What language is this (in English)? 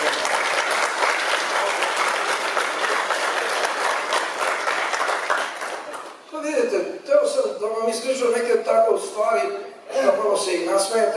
Croatian